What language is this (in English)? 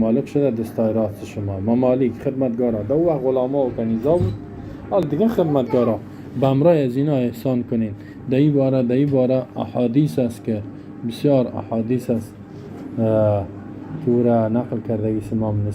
Persian